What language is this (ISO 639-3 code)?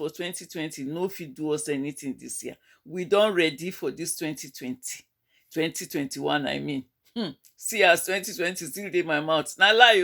pcm